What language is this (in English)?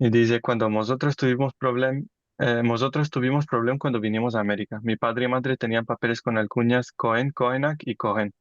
Ladino